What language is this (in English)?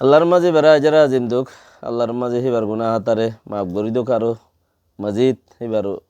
Rohingya